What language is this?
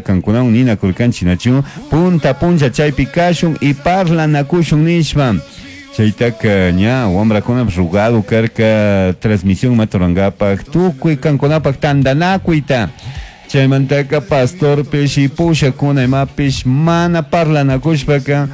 Chimborazo Highland Quichua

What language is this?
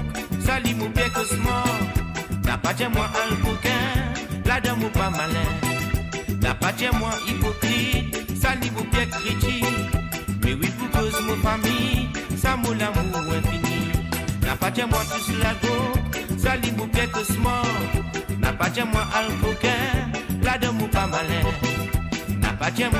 Morisyen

